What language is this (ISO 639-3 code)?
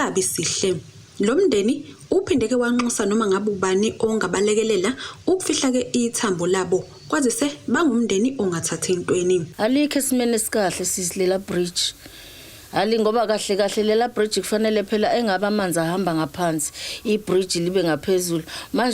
zul